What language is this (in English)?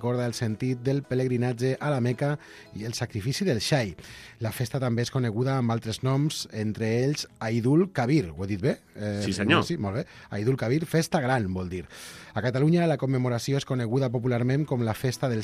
Catalan